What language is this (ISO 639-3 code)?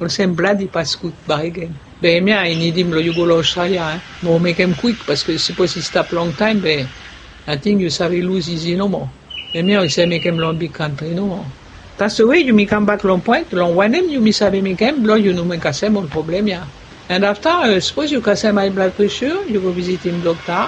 bis